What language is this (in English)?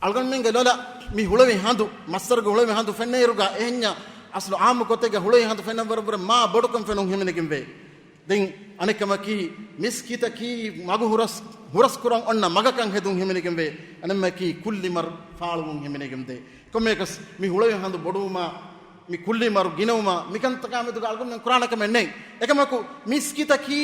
Divehi